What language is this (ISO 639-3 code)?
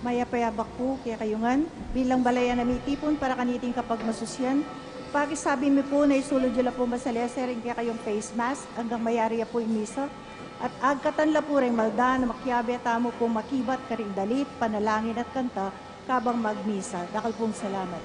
pam